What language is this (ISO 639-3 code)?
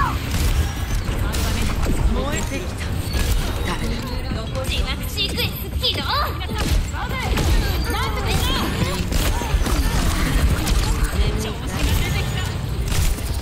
jpn